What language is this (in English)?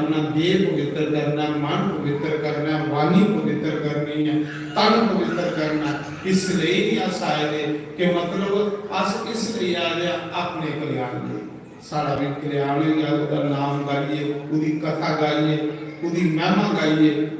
Dogri